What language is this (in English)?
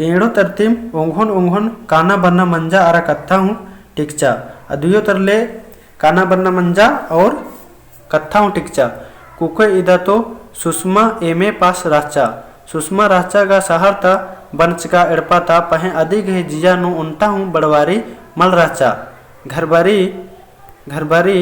Kurukh